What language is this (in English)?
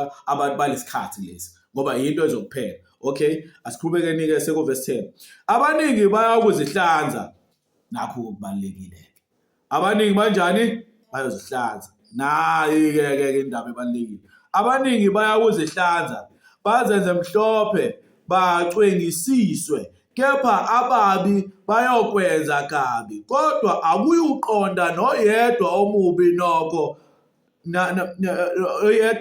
Zulu